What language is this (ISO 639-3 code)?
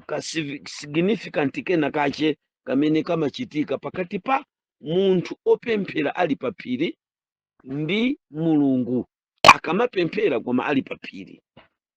nya